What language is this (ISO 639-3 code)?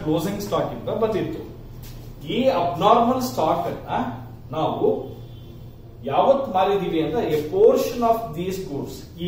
kan